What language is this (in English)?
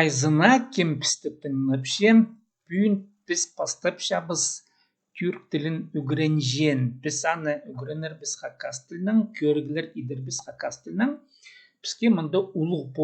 Khakas